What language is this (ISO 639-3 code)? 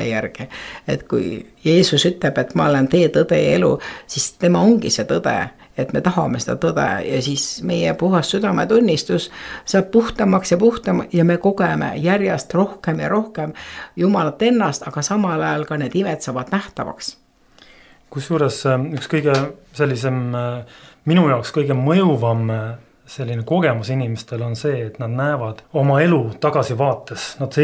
est